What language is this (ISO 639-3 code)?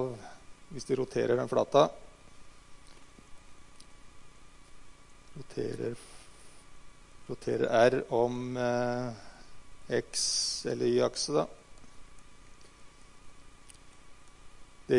nor